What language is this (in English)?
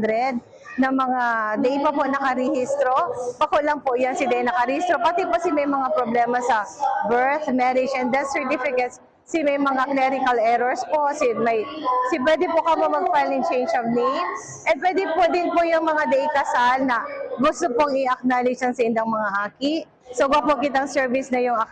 Bikol